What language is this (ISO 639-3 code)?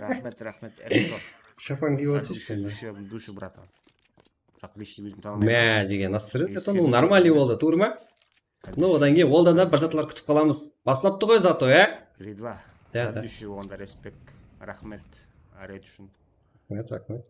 kaa